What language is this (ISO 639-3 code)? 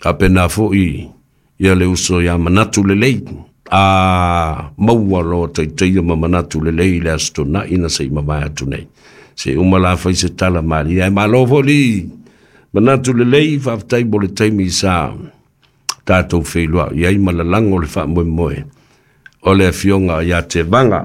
smo